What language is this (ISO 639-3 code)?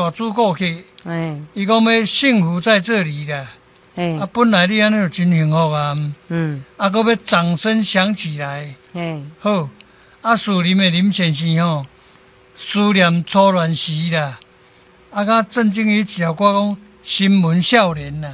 nan